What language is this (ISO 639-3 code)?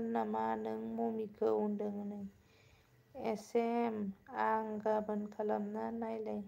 brx